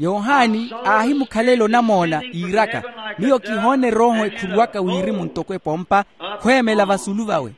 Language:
Makhuwa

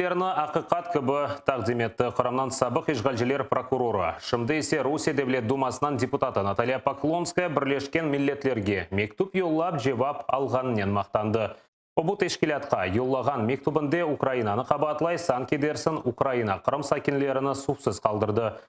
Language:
Crimean Tatar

